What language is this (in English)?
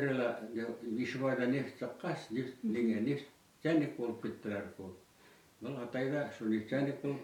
Bashkir